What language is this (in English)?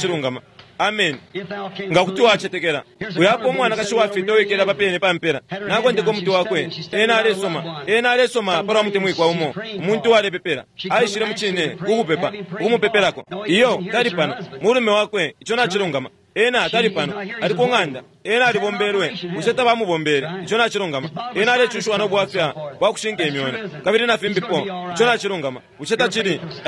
Bemba